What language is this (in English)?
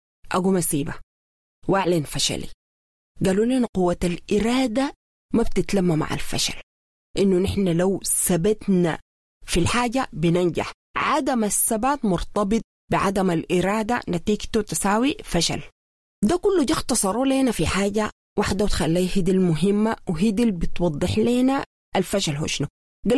Sudanese Arabic